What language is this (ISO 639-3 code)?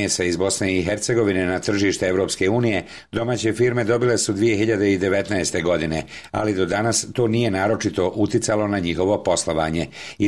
bos